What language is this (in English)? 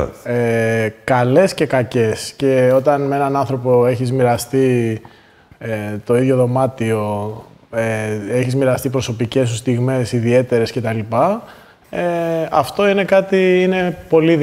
Greek